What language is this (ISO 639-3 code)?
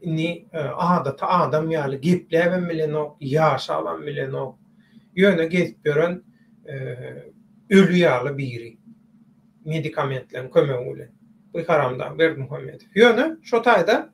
tuk